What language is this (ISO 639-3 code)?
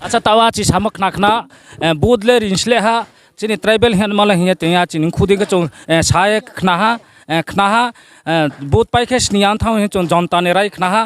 ria